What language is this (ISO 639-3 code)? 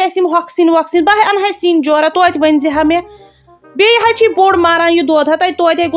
kas